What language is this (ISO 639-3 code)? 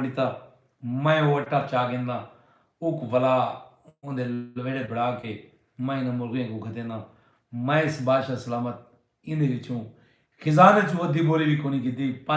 skr